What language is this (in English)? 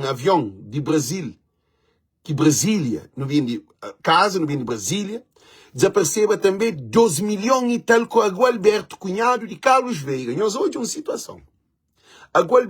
Kabuverdianu